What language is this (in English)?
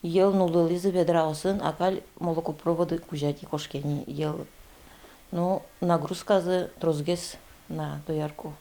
Udmurt